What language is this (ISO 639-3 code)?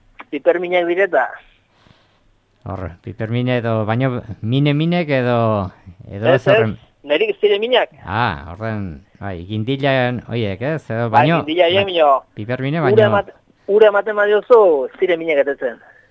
eus